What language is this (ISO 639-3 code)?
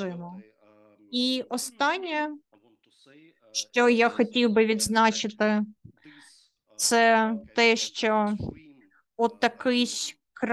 ukr